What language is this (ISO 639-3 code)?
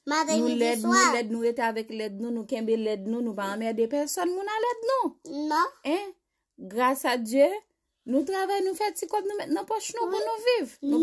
hat